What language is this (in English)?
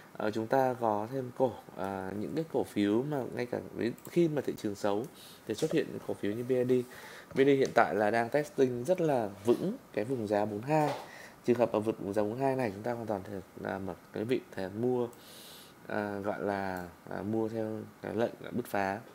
Vietnamese